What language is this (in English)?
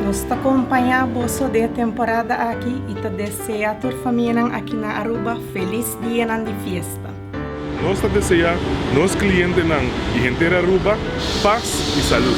Papiamento